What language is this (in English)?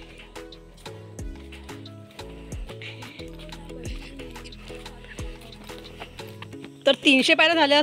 Marathi